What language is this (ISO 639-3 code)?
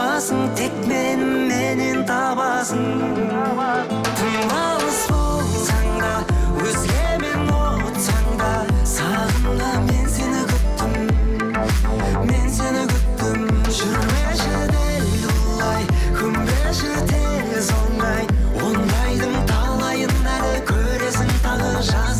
kaz